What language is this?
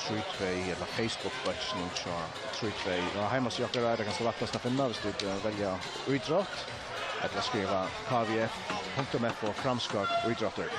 Faroese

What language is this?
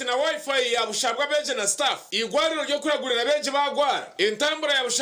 Nyankole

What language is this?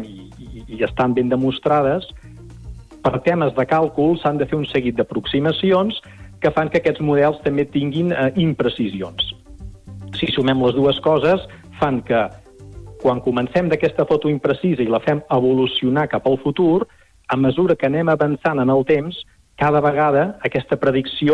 Catalan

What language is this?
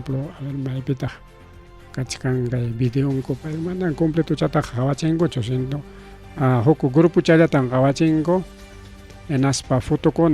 Ayacucho Quechua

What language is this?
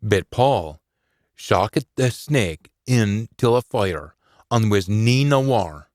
Scots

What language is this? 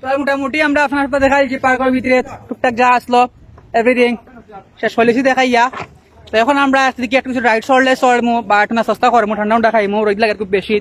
Sylheti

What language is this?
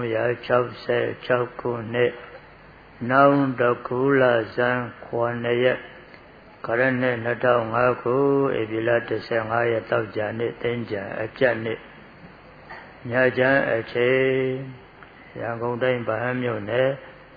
Burmese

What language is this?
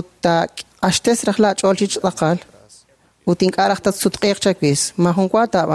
Kekchí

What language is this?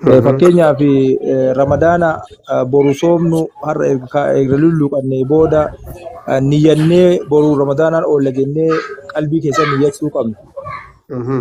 Oromo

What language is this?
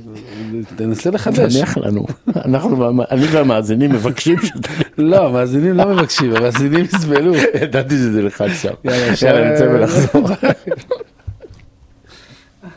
Hebrew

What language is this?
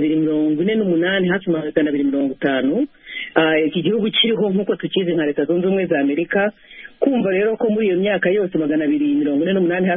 Kinyarwanda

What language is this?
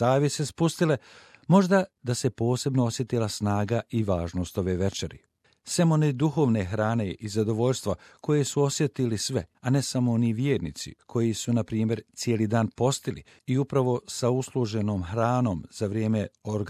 Bosnian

